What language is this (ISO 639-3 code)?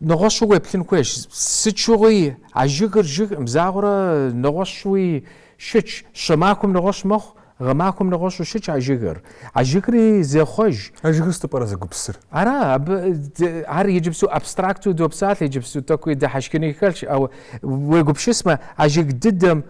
kbd